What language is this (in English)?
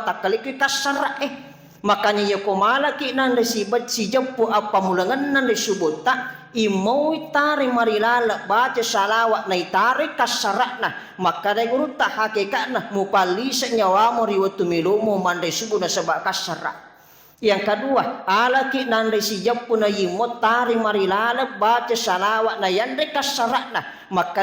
Buginese